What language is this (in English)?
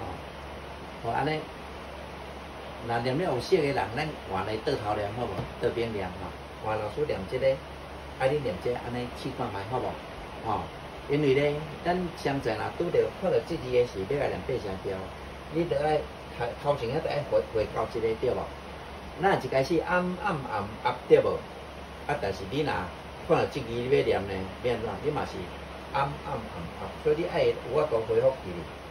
Min Nan Chinese